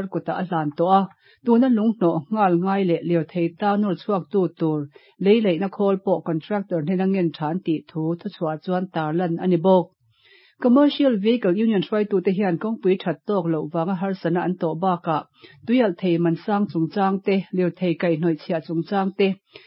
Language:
Mizo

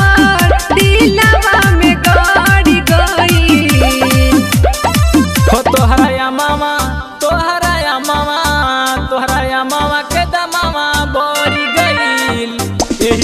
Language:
Bhojpuri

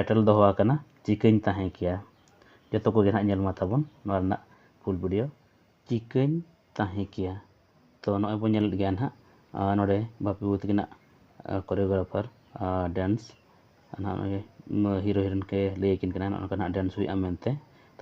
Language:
Santali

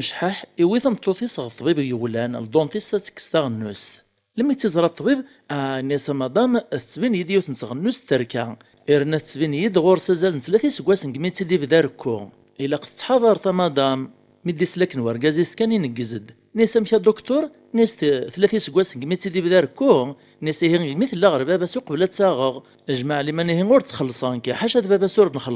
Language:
Kabyle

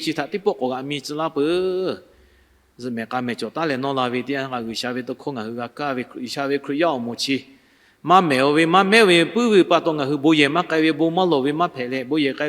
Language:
Lahu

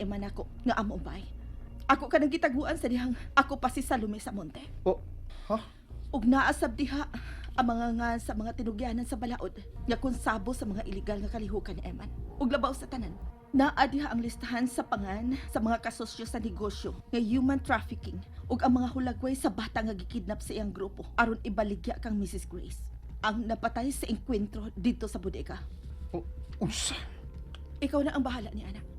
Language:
Cebuano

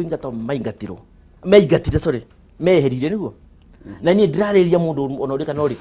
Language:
Kikuyu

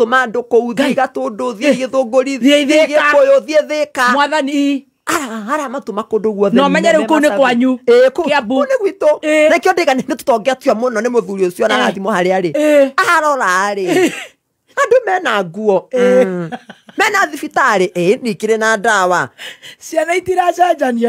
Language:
Kikuyu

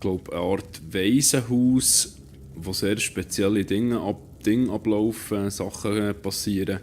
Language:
Swiss German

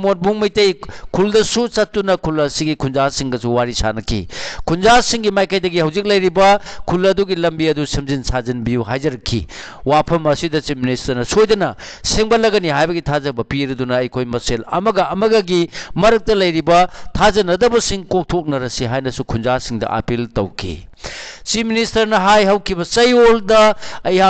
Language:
Manipuri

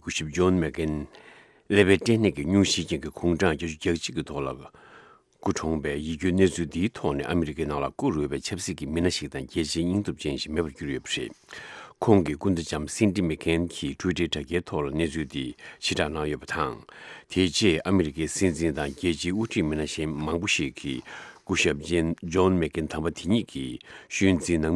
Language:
Tibetan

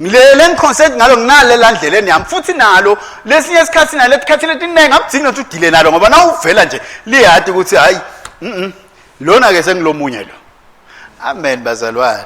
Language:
Swati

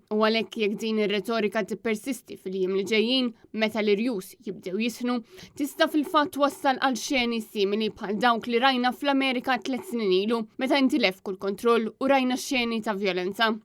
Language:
Maltese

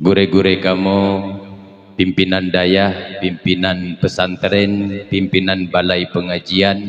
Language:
Achinese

